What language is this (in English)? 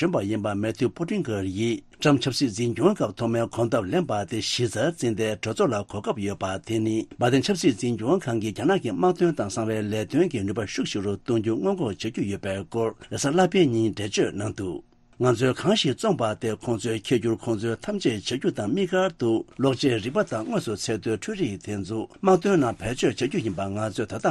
Tibetan